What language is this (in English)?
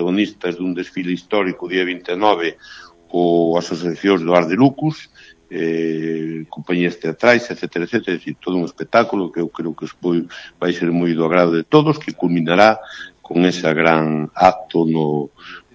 Galician